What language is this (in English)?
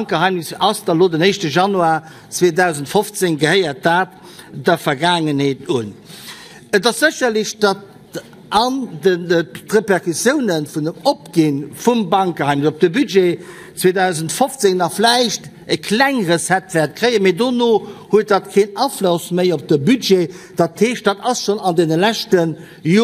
Luxembourgish